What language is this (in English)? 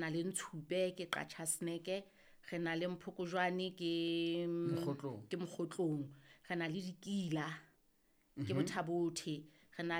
Southern Sotho